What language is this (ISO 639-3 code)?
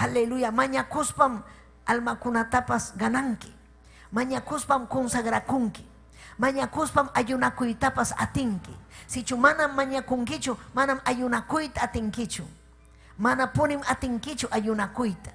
quy